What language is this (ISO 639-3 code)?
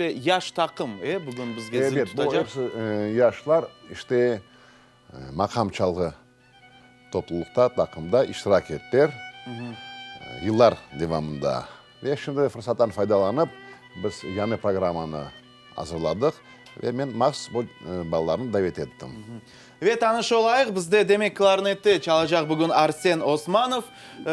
crh